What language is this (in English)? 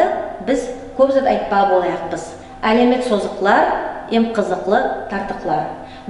Nogai